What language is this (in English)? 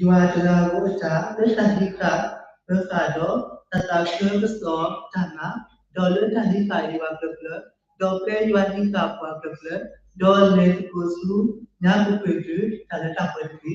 S'gaw Karen